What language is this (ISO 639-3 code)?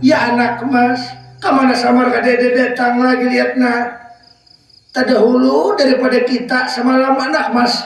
bjn